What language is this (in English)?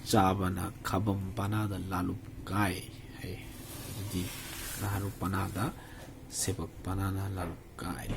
Manipuri